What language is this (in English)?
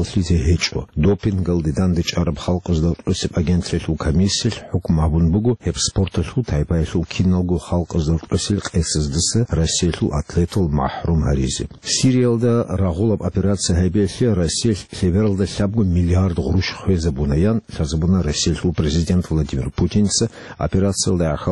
Avaric